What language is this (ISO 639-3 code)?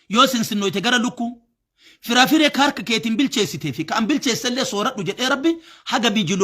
orm